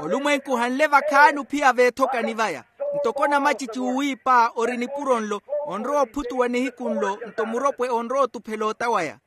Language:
Makhuwa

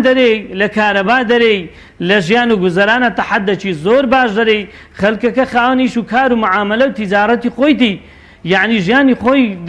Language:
Central Kurdish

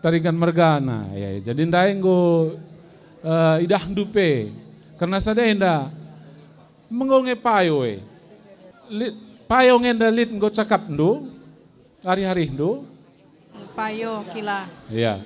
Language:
Batak Karo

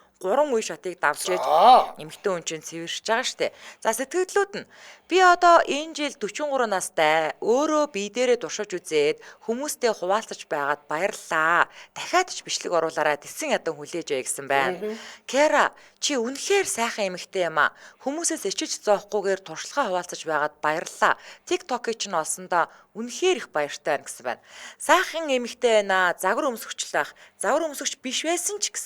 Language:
Mongolian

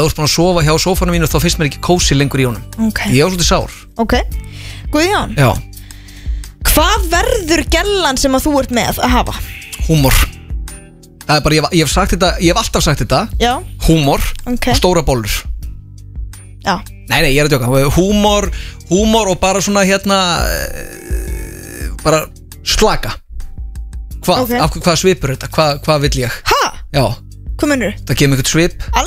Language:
Icelandic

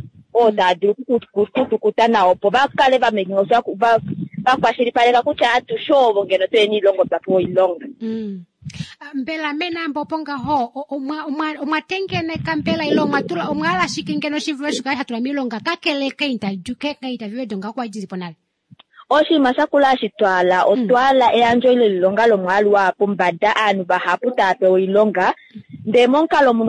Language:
Kuanyama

